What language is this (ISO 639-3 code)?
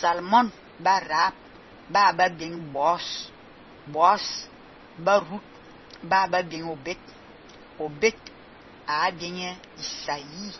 fan